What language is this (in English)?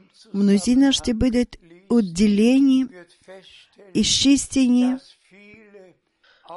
Bulgarian